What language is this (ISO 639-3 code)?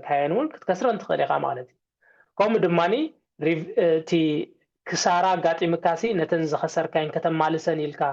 tir